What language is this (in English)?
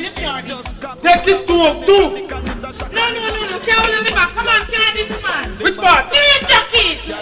Jamaican Creole English